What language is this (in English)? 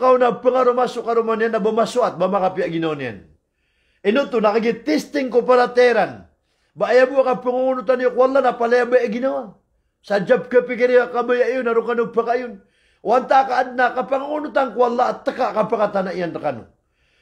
Maranao